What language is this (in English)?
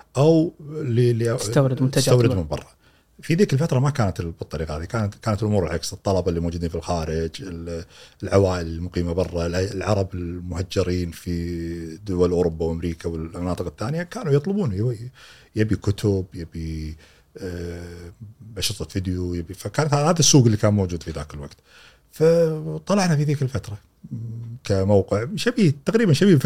Gulf Arabic